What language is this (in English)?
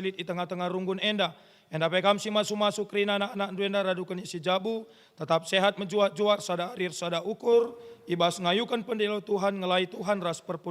Batak Karo